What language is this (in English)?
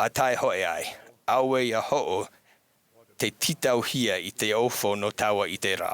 Tahitian